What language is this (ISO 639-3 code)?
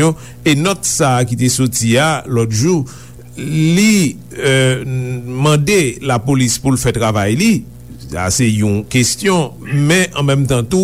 hat